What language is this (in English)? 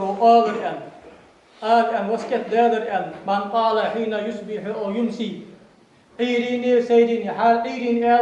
Ingush